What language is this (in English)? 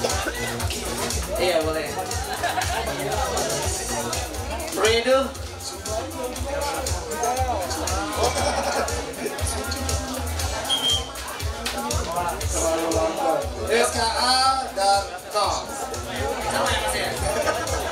Indonesian